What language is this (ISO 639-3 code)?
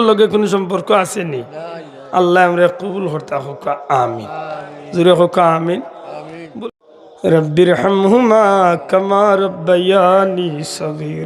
syl